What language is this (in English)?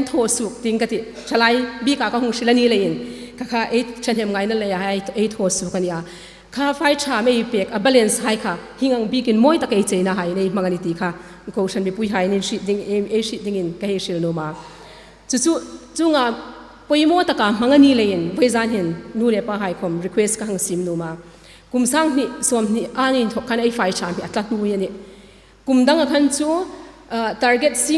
Hmar